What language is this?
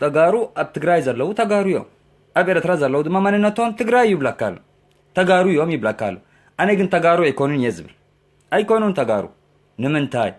Tigrinya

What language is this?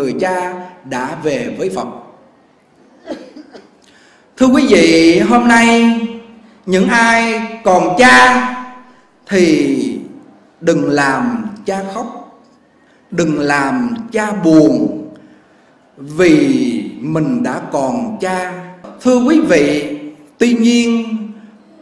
Vietnamese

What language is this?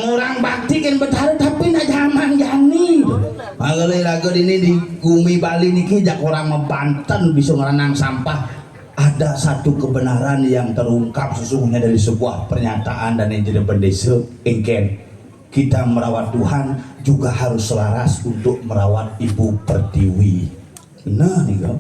Balinese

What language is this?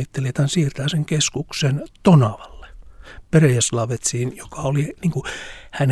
Finnish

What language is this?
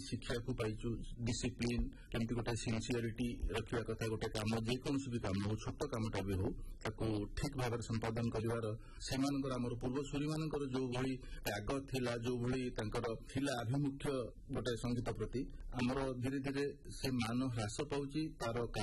Odia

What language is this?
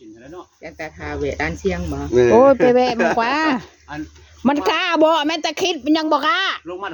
Northeastern Thai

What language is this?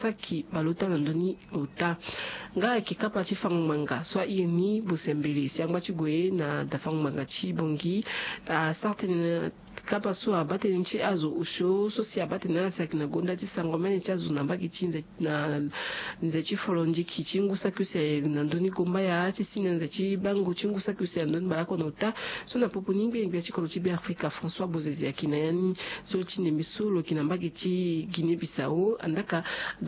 Sango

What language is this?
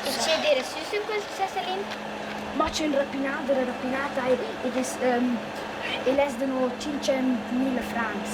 Romansh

